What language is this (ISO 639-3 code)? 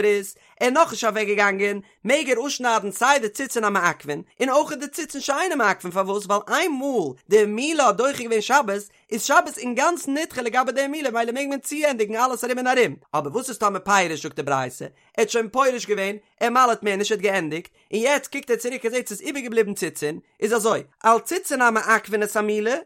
yid